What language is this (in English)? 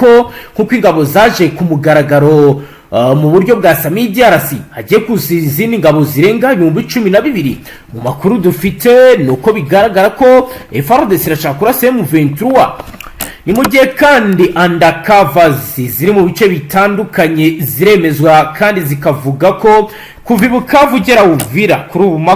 Kinyarwanda